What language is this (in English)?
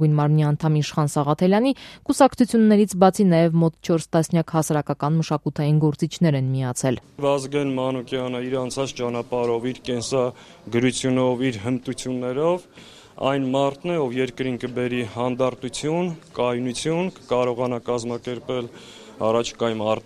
Armenian